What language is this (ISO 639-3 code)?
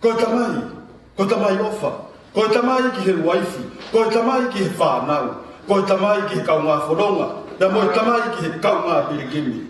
ton